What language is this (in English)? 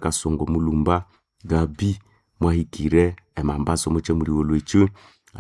Nande